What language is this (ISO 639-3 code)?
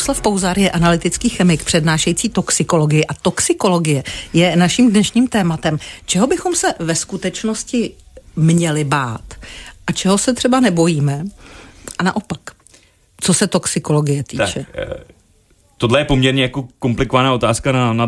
ces